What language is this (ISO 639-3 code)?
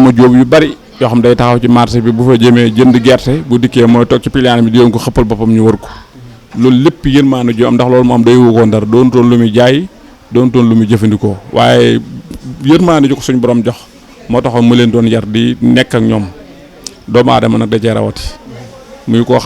wol